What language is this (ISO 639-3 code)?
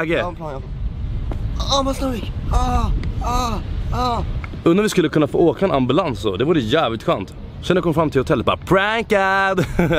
swe